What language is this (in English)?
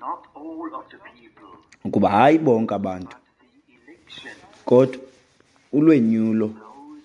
Xhosa